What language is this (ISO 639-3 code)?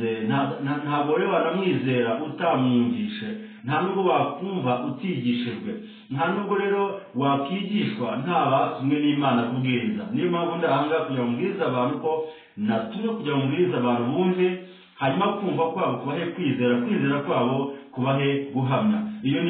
kin